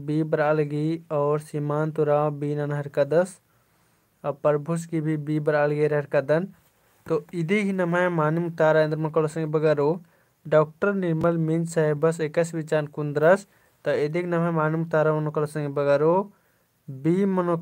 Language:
Kurukh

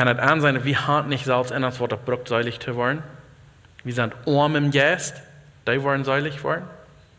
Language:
Plautdietsch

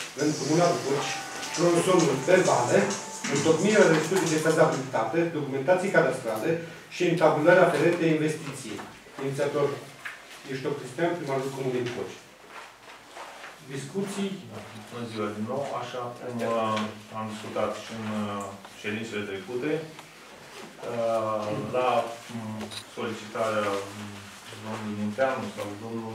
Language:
Romanian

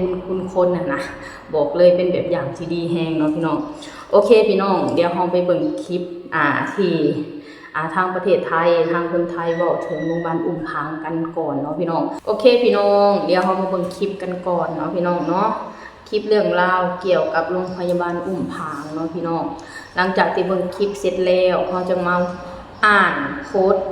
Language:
Lao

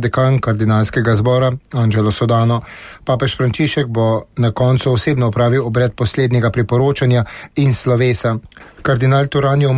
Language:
Slovenian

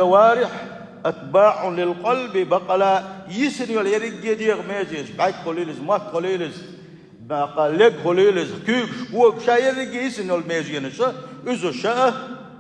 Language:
Chechen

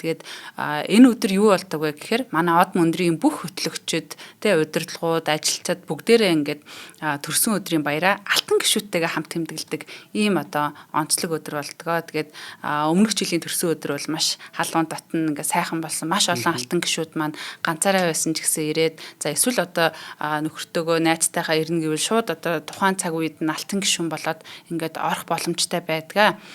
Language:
Mongolian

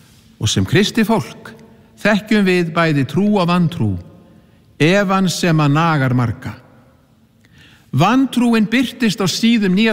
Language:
Icelandic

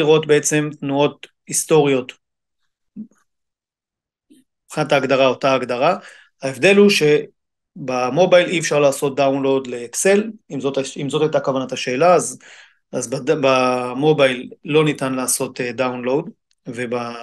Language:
Hebrew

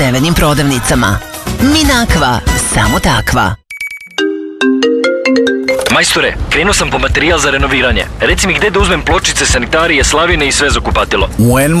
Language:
Serbian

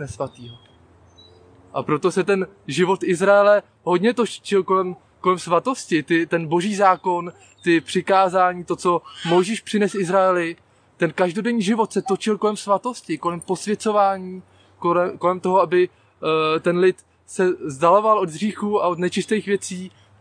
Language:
Czech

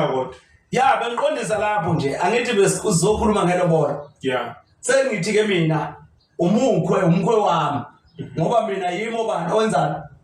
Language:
Zulu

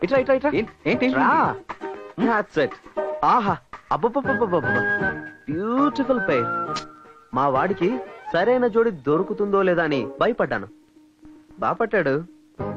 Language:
Telugu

